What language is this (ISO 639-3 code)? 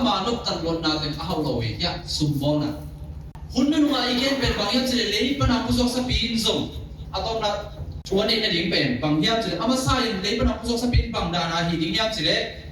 ctd